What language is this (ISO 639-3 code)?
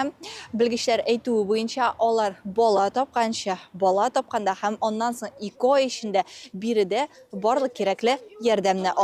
tat